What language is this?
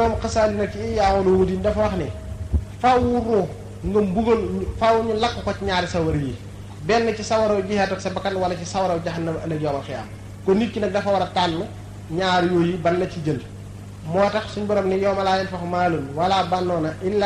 Wolof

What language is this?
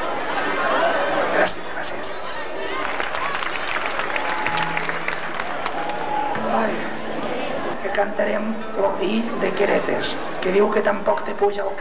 Catalan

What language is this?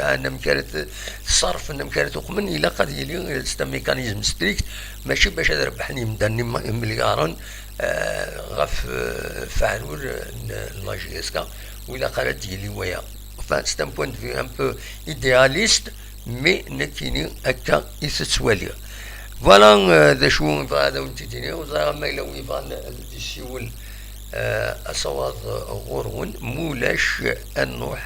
Kabyle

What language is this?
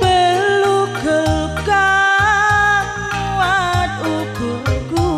Batak Karo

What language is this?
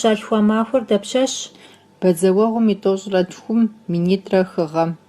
Kabardian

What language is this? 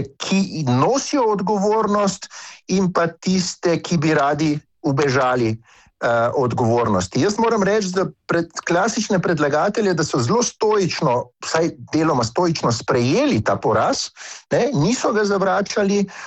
Slovenian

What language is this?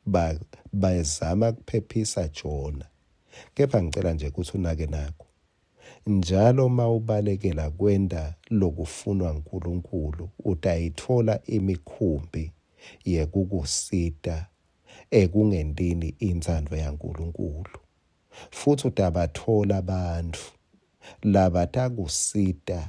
Swati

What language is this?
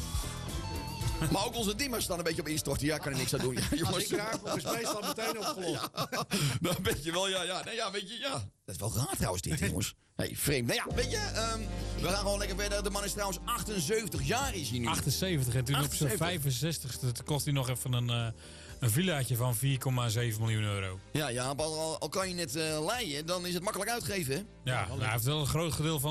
Dutch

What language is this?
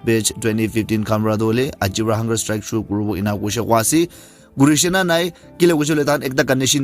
Naga Pidgin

